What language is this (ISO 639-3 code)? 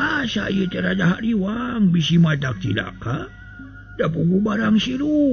sun